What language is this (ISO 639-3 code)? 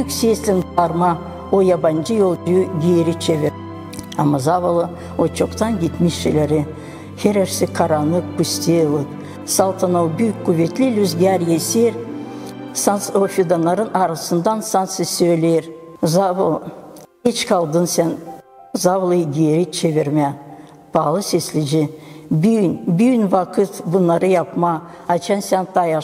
gag